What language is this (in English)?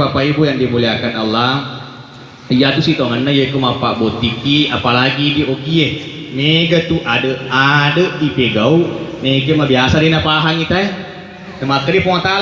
Buginese